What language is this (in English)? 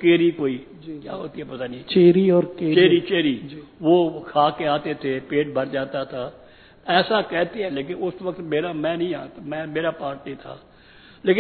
Hindi